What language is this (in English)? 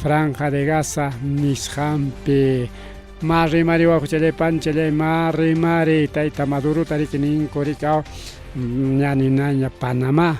Ayacucho Quechua